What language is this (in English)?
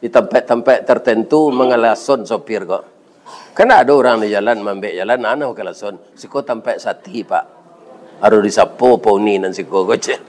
Minangkabau